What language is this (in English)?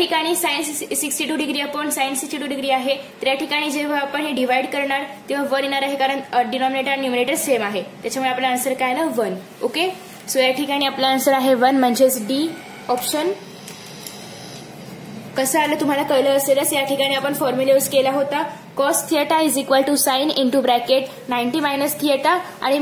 Marathi